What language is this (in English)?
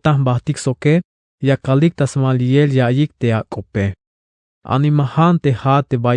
Tzeltal